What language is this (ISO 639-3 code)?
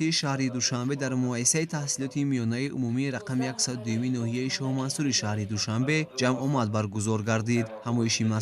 tgk